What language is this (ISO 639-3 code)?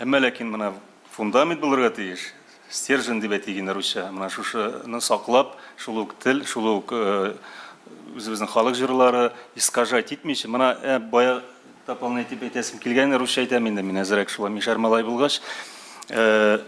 tat